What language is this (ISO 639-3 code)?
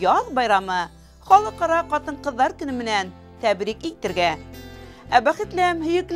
bak